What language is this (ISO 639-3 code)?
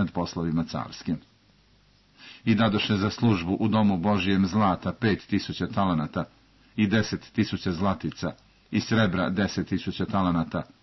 srp